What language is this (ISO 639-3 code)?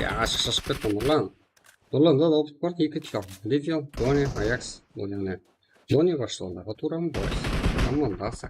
kaa